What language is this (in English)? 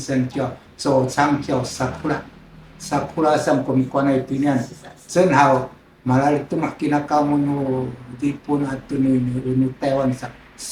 Sakizaya